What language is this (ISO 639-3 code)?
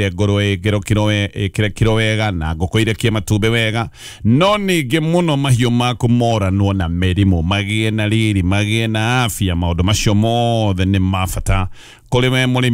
kik